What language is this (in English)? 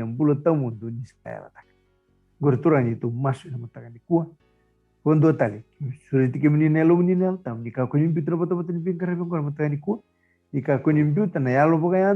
Fijian